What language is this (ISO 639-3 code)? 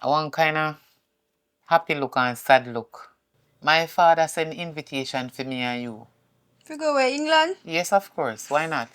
jam